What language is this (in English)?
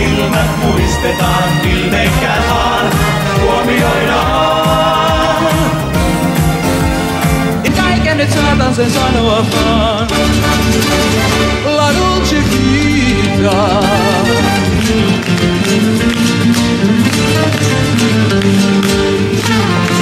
Finnish